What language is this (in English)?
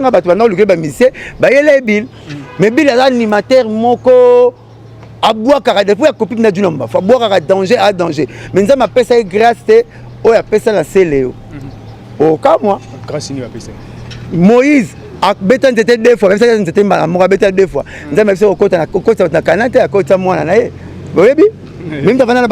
Lingala